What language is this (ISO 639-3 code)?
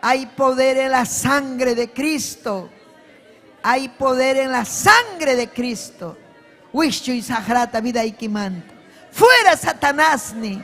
quy